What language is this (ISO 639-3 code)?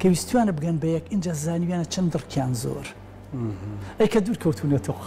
ckb